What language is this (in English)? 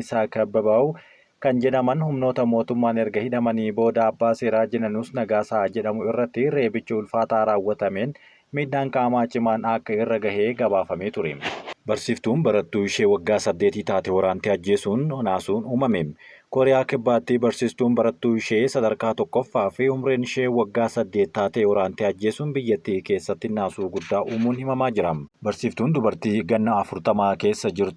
Oromo